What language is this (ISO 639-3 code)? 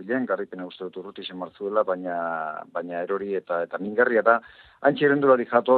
eus